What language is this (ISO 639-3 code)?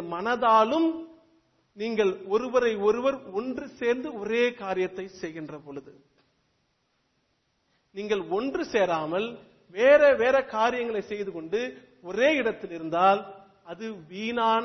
tam